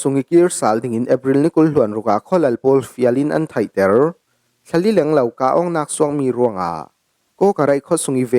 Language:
Falam Chin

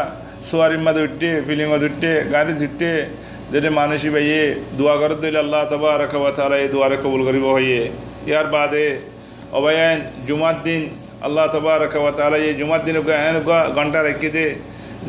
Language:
Rohingya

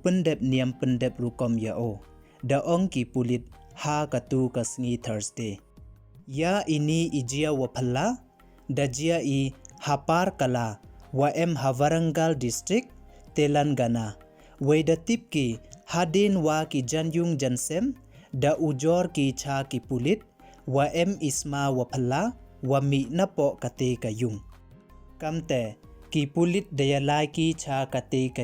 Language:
Pnar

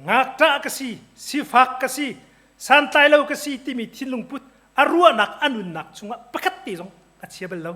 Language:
Hakha Chin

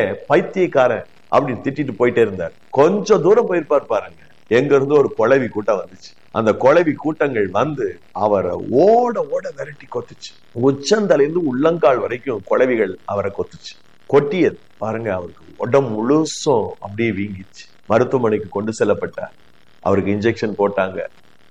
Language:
Tamil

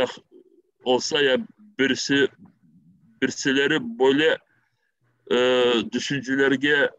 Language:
Crimean Tatar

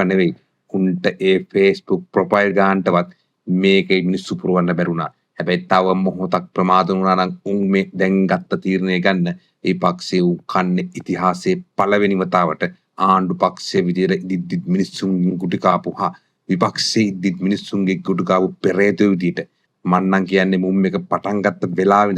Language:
Sinhala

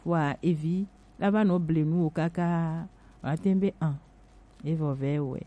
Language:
Gen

